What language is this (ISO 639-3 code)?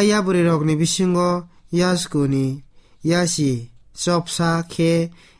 trp